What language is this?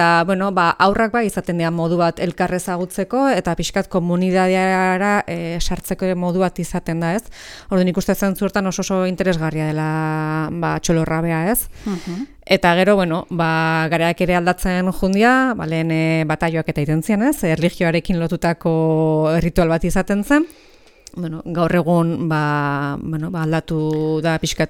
Basque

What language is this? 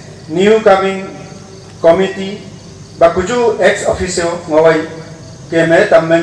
Wancho Naga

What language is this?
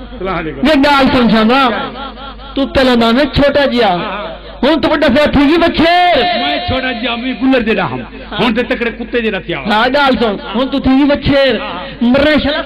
Saraiki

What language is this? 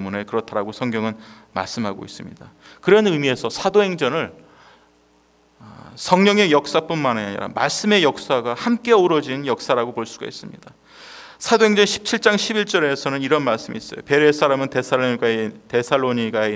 Korean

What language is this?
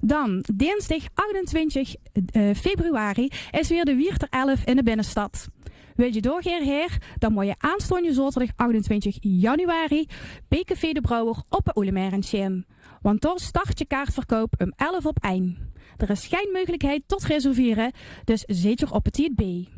Limburgish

